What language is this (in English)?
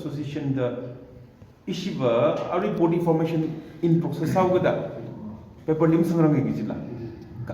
Tangkhul Naga (India)